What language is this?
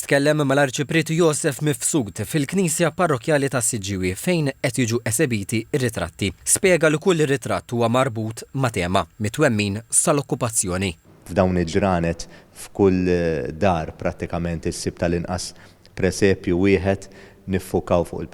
Maltese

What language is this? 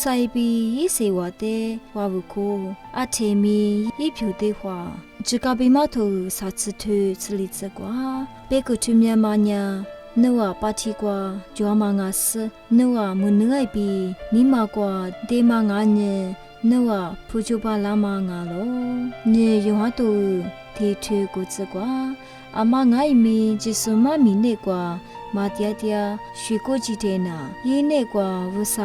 Lisu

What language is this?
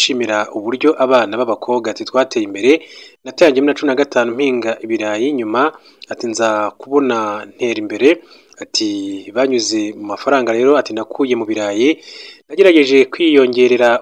Kinyarwanda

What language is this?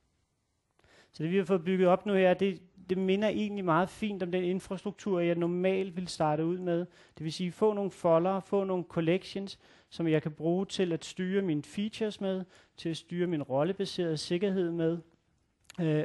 Danish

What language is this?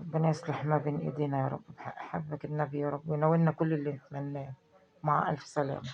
Egyptian Arabic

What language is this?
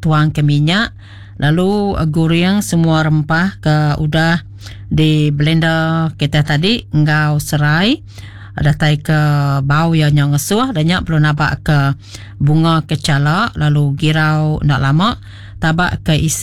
Iban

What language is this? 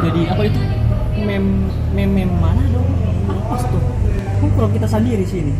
Manado Malay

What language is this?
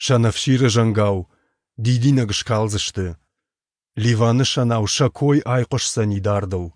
Ossetic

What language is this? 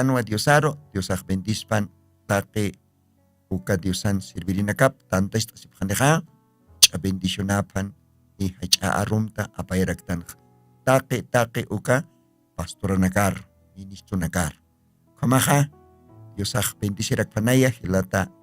Aymara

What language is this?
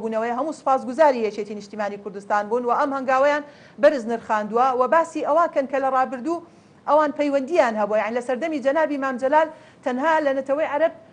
Central Kurdish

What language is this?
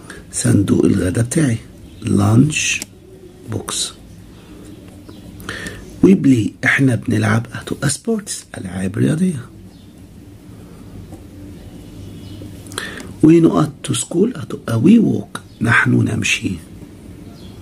Egyptian Arabic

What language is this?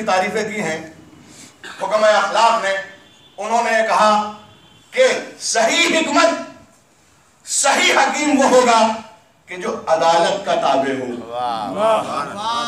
Urdu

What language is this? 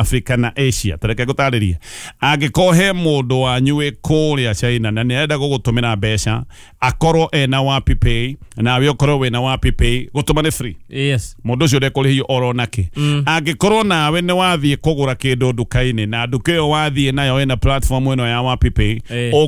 Kikuyu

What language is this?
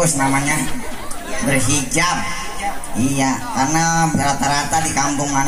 Betawi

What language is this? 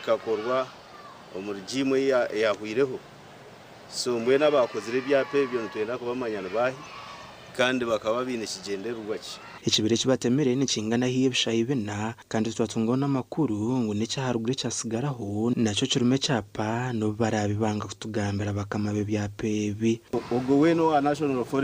Nyankole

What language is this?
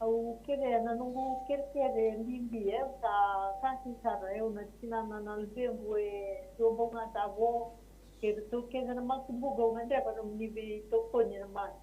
Fijian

